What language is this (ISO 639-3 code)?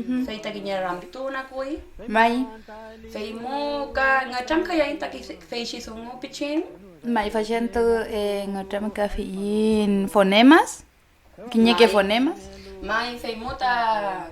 arn